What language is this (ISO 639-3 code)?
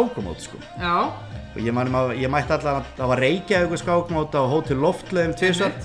isl